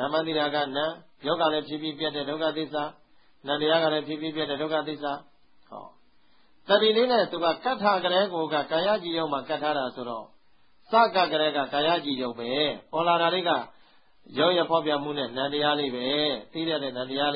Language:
Burmese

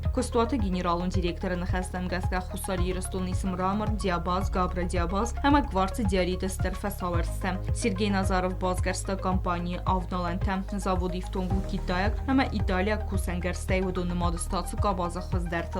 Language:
Ossetic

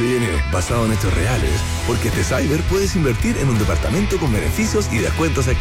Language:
Spanish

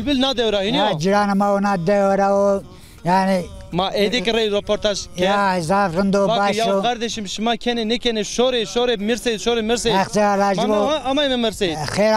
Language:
Zaza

